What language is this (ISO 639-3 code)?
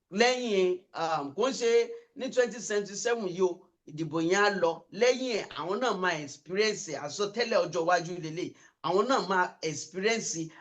yor